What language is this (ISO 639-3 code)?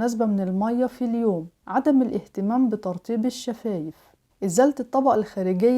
arz